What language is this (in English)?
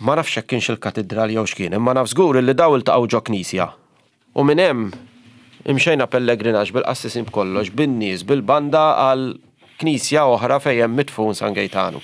Maltese